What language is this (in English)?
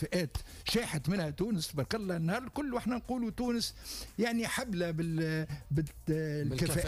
Tunisian Arabic